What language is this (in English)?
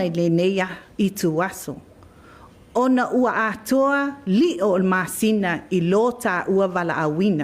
Samoan